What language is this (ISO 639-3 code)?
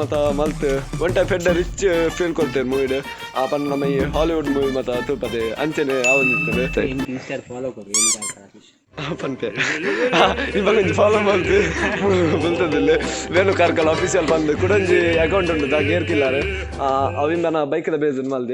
tcy